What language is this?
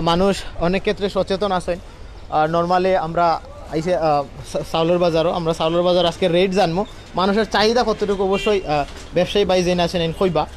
Sylheti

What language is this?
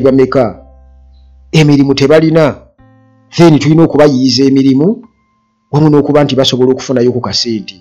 Ganda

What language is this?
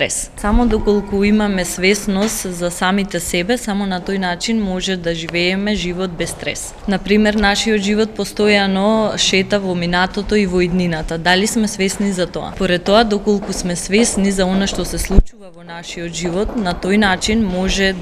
Macedonian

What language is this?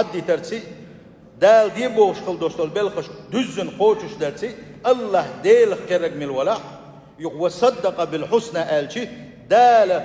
Chechen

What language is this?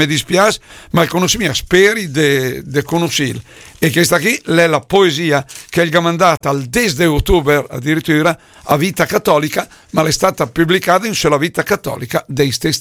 Lombard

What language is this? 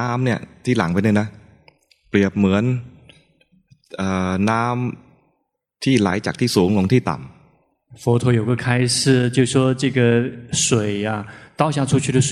Thai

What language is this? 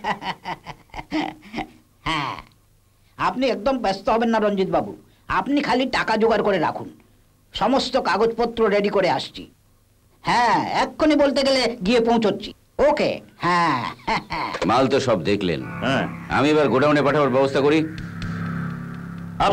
Bangla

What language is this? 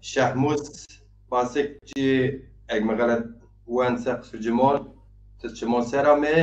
Zaza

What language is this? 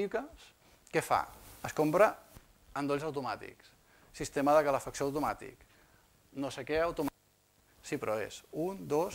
Catalan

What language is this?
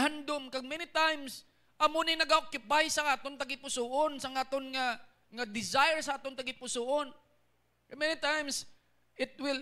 Hiligaynon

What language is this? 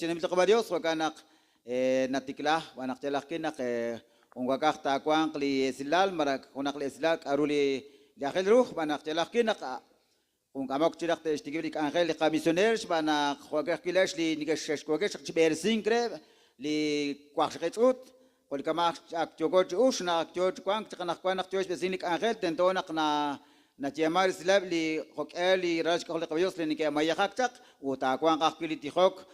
Kekchí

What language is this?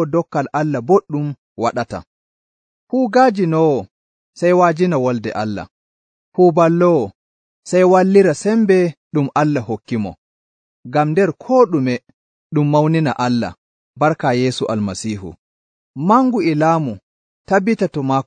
Nigerian Fulfulde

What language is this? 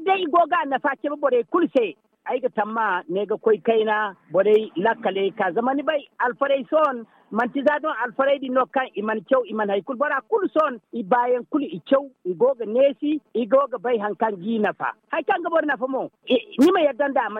Zarma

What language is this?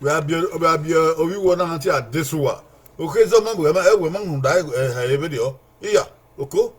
Bini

